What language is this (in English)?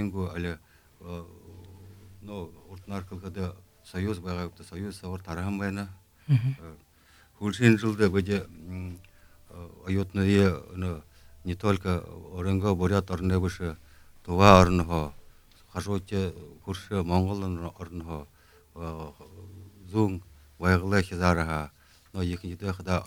Buriat